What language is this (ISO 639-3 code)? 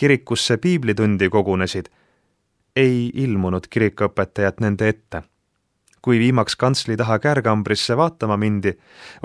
est